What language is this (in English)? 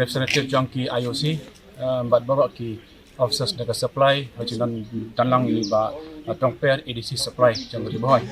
Khasi